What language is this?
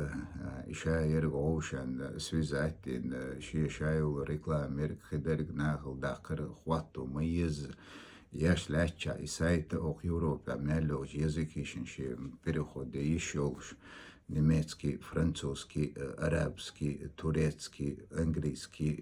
Chechen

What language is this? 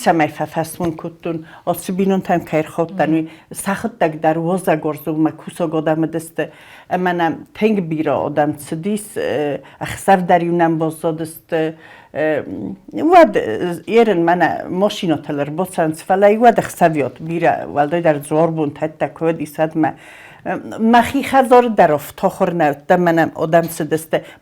Ossetic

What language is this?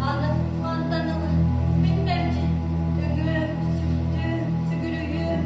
Yakut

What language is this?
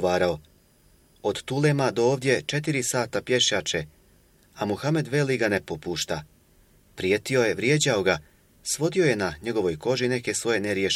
Bosnian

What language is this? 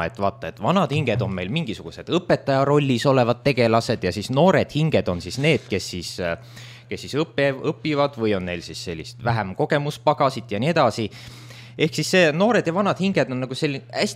Estonian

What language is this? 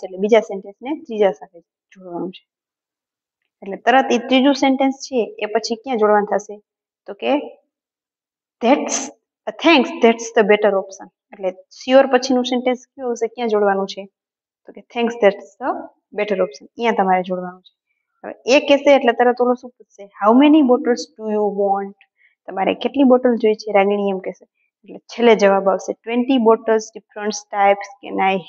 Gujarati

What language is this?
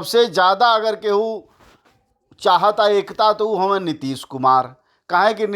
Bhojpuri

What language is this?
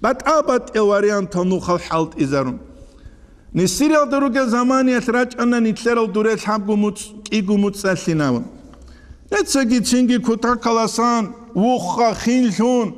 Avaric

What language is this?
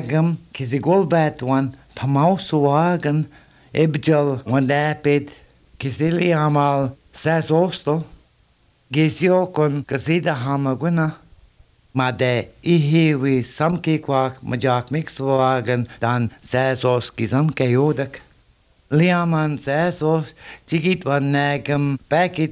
Latvian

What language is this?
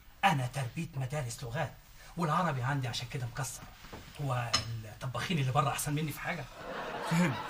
Egyptian Arabic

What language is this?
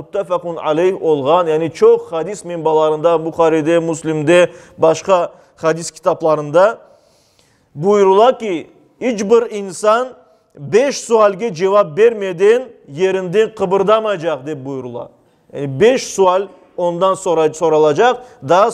Crimean Tatar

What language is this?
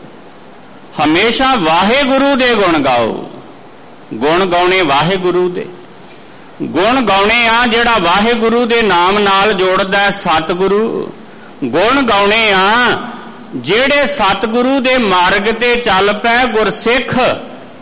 Punjabi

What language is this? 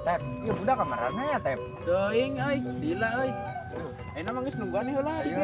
Sundanese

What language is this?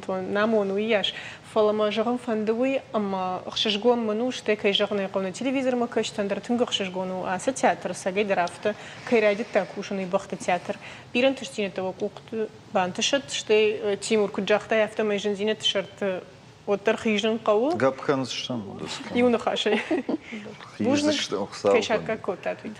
Ossetic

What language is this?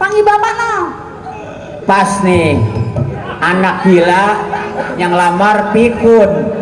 Betawi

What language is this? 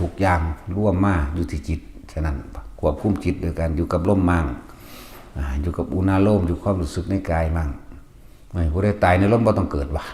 Northeastern Thai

